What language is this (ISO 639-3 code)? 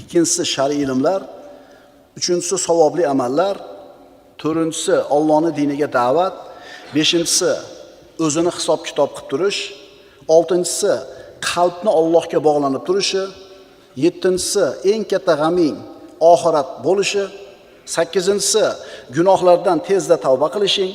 uzb